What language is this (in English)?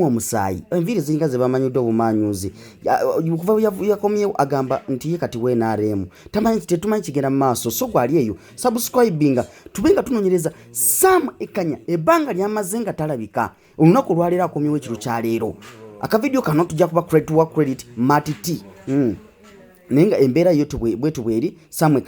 Ganda